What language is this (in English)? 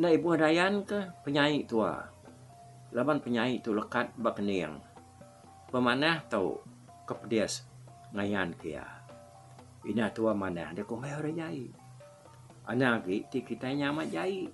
Iban